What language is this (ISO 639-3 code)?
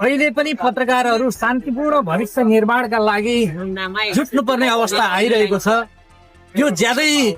nep